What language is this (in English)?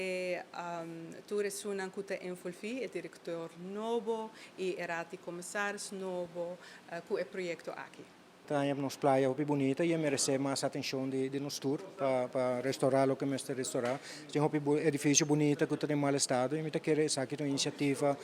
Papiamento